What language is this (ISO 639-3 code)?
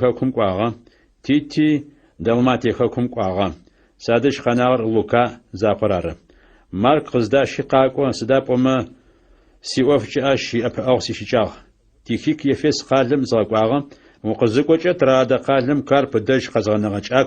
ady